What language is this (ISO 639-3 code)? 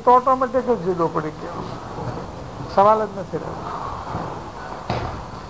guj